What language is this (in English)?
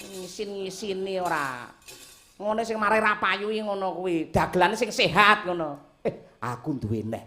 Javanese